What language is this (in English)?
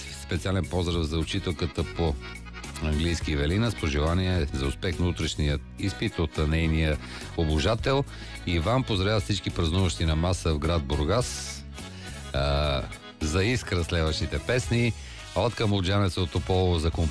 Bulgarian